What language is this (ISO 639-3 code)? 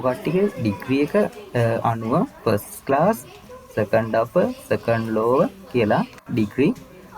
sin